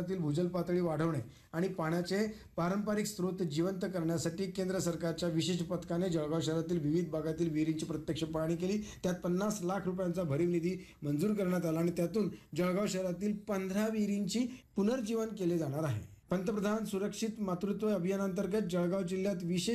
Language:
Marathi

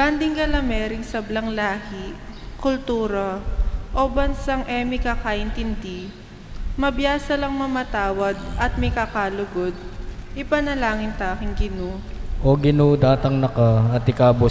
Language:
Pampanga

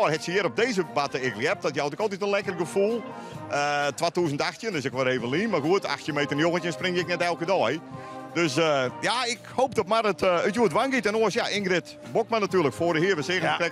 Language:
Western Frisian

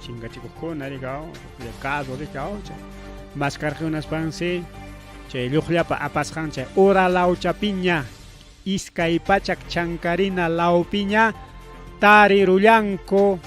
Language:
Ayacucho Quechua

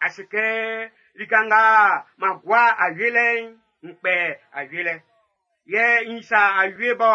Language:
Baoulé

